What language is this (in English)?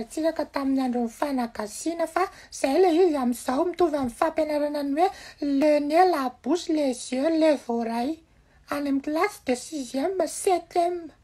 Malagasy